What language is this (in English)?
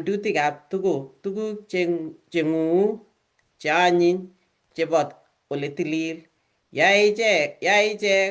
Kalenjin